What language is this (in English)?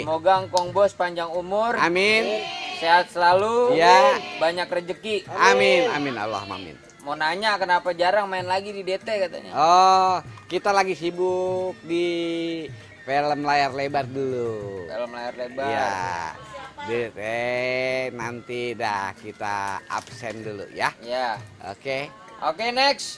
Betawi